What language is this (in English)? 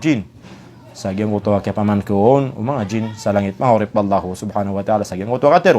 Maranao